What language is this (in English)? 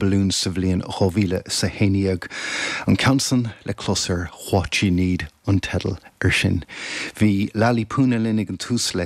Irish